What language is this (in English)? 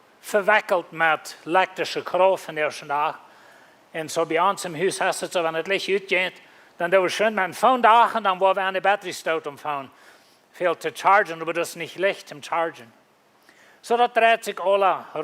Plautdietsch